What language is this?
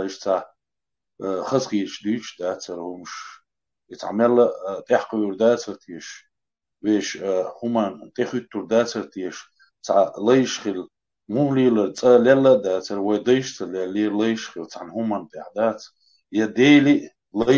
Chechen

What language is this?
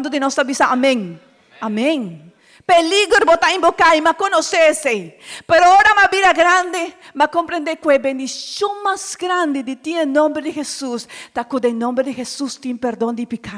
Papiamento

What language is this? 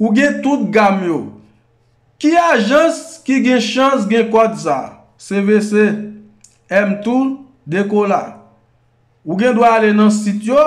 Haitian Creole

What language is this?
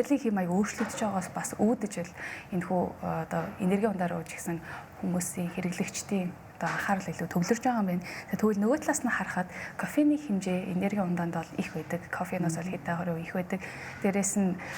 Mongolian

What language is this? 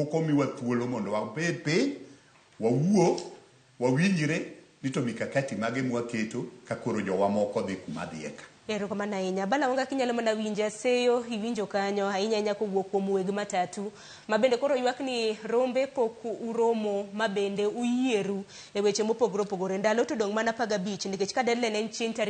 Luo (Kenya and Tanzania)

